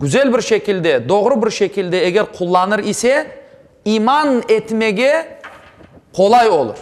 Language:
Crimean Tatar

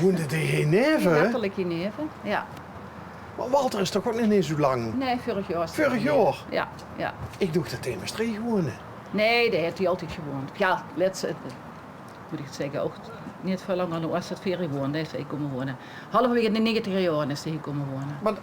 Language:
Limburgish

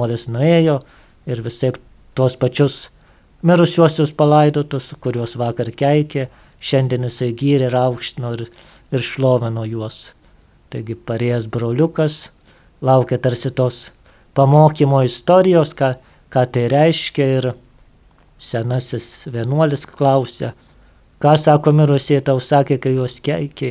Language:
Lithuanian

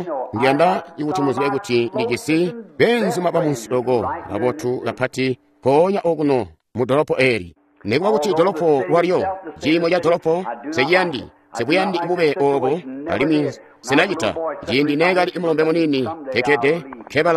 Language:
Tonga (Zambia)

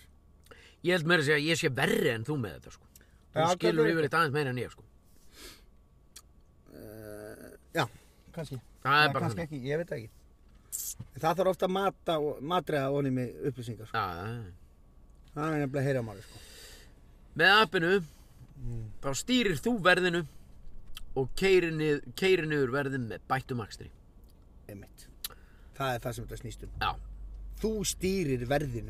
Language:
Icelandic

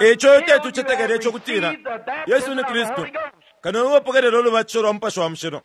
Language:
Bemba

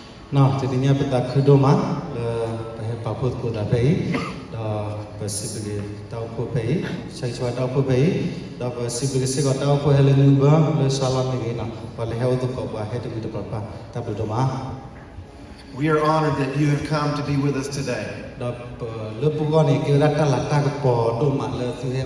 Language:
S'gaw Karen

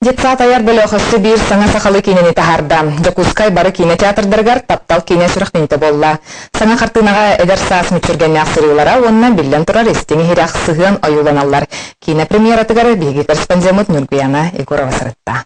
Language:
Yakut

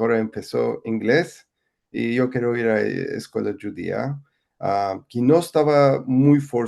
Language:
Ladino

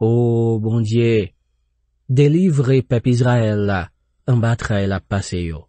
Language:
Haitian Creole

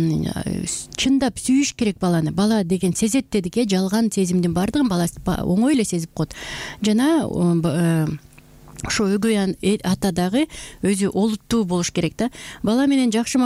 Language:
Kyrgyz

